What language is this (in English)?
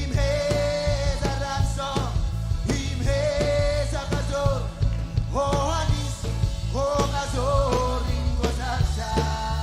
Marshallese